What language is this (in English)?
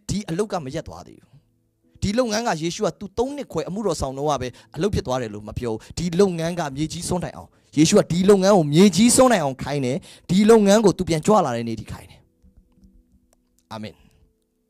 Burmese